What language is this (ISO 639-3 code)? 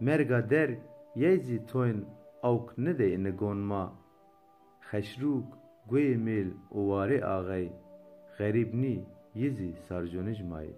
zza